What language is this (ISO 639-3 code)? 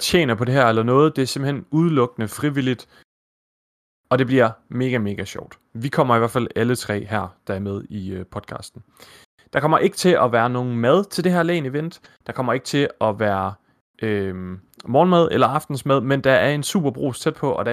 dan